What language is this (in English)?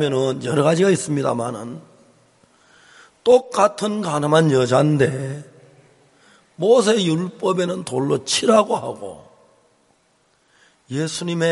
Korean